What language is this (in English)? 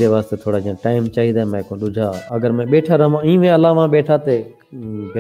Saraiki